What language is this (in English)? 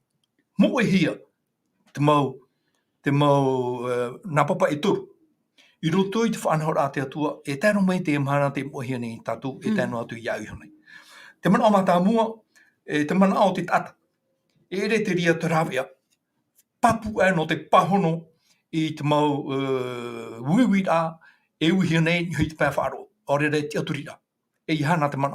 Tahitian